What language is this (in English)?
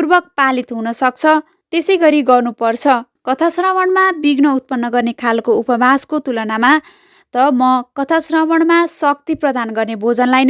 Nepali